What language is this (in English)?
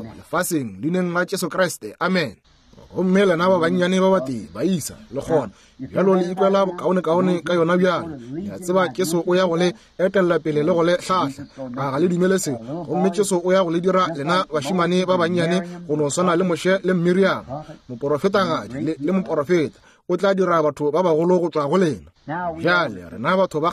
Northern Sotho